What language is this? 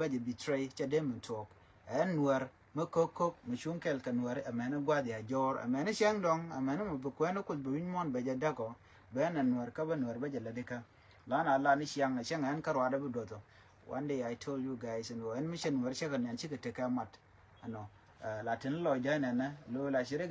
Nuer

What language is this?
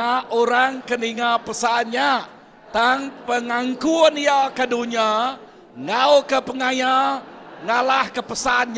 Iban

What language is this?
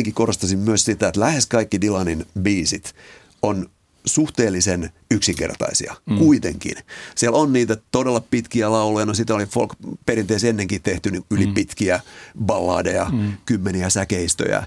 Finnish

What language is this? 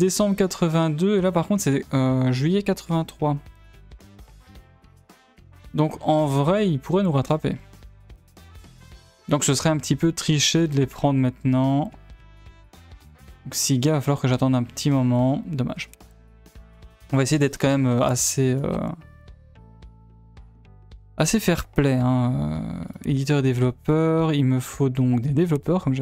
French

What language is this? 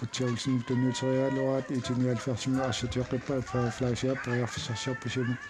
Kalaallisut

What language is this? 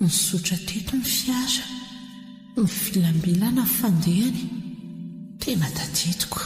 Malagasy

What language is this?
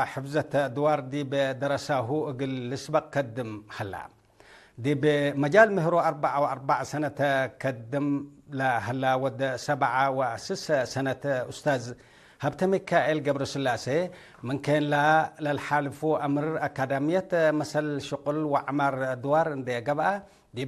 Tigre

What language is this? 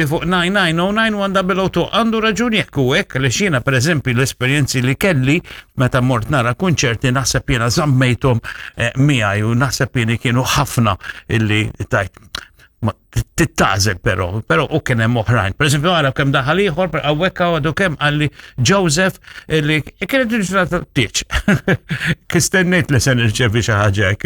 Maltese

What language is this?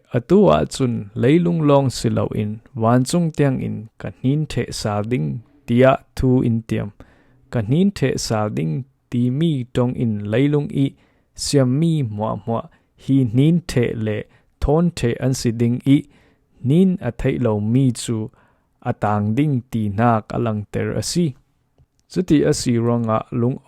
Falam Chin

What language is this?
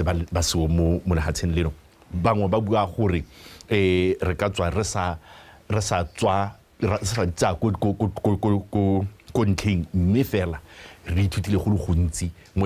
Tswana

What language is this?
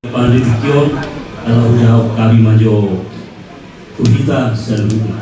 Batak Toba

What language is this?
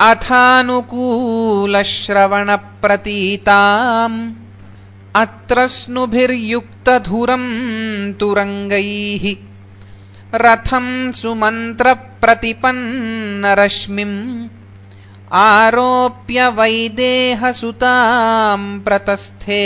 Sanskrit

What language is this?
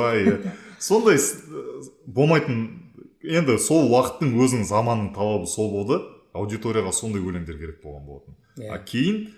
Kazakh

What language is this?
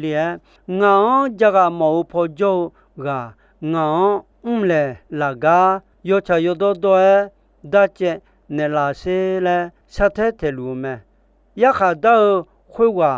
Akha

